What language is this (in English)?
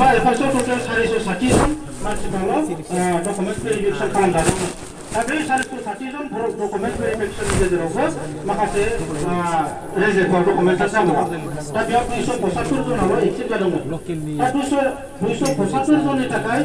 Bodo